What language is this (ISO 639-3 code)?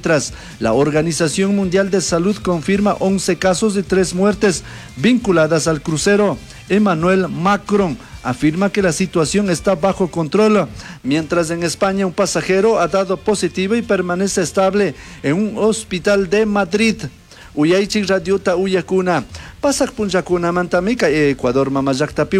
qug